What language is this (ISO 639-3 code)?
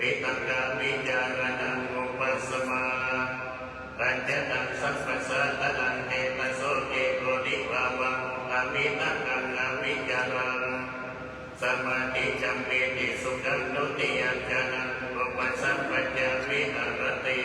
pli